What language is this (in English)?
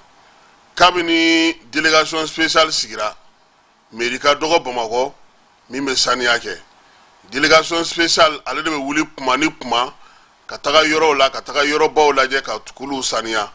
Bambara